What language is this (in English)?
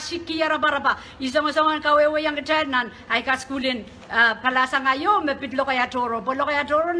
Pohnpeian